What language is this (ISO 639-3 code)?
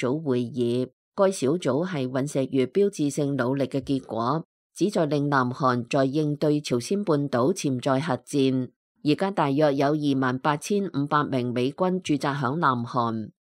yue